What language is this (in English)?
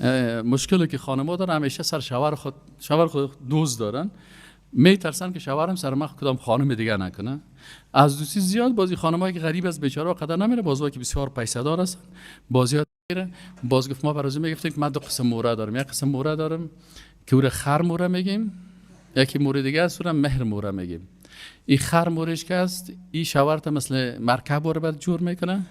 Persian